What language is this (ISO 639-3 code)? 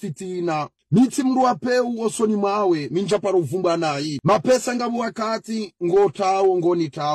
zdj